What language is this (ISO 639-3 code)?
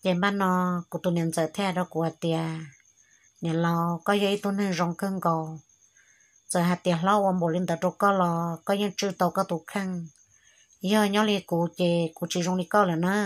hmn